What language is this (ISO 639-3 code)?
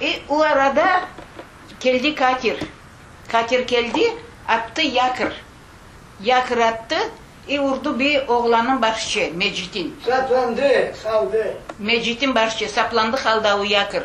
crh